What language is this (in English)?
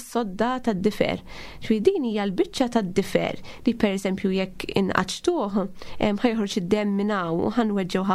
Maltese